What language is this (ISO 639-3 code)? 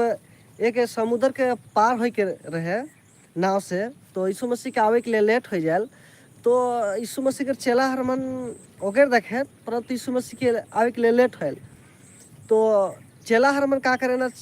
sck